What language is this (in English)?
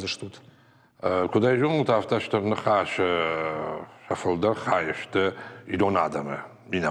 Ossetic